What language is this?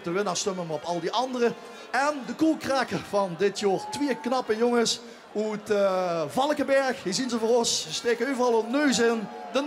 Limburgish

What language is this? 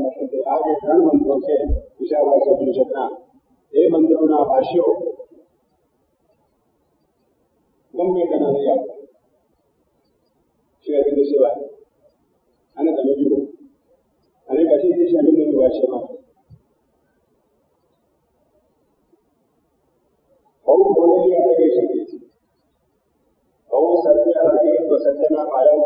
Gujarati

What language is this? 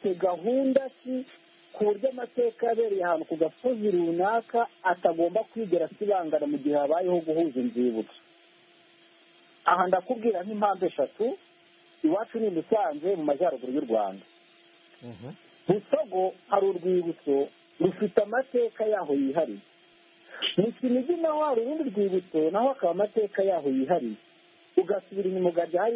Kinyarwanda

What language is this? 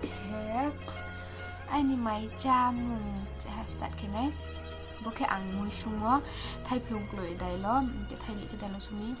Riang (India)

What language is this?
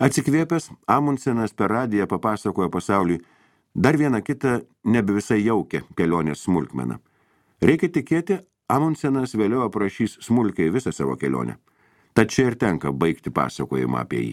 Lithuanian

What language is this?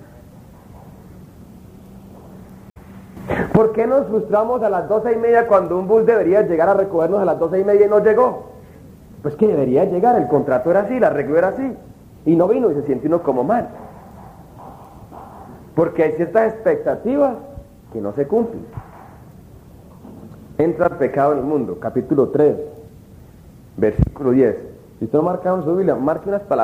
Spanish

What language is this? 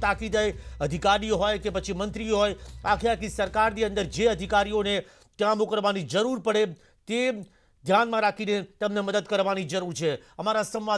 Gujarati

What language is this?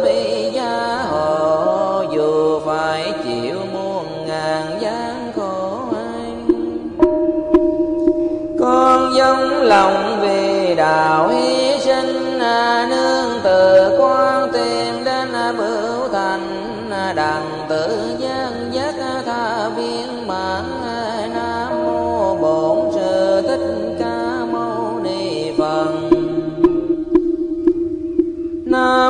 Vietnamese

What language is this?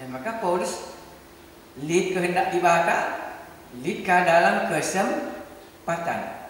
Batak Karo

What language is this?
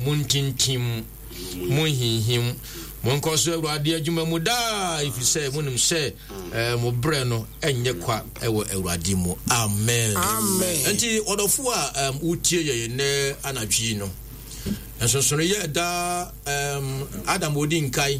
Akan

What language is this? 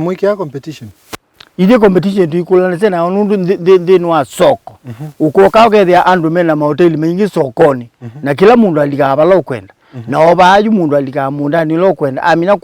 Kamba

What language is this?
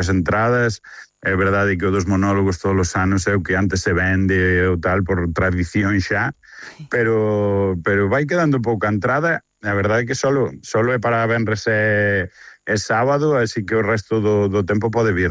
Galician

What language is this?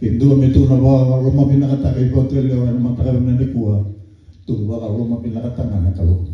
Fijian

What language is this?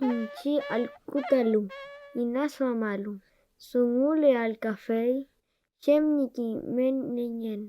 Mapuche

